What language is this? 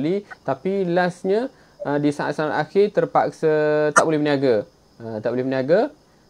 Malay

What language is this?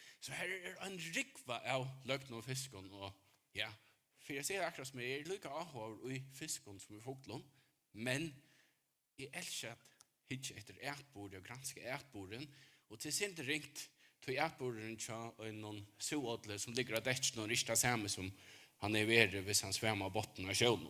Faroese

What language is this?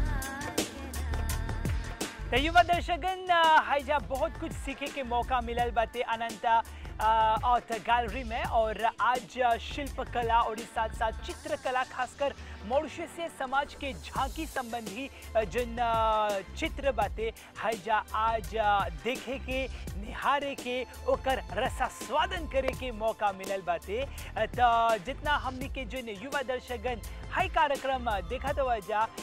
Bhojpuri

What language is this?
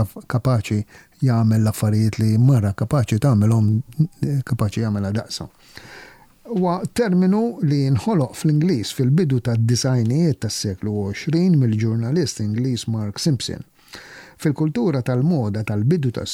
Maltese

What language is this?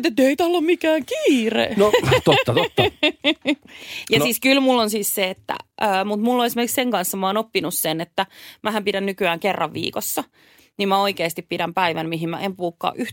Finnish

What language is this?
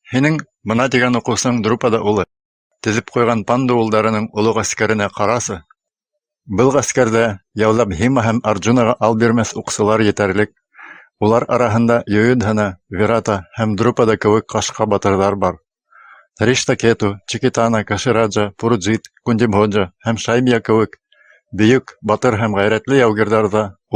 Bashkir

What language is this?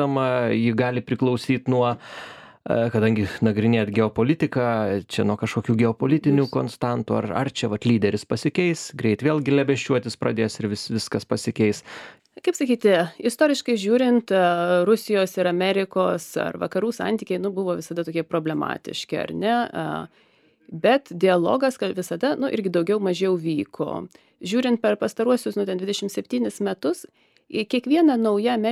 Lithuanian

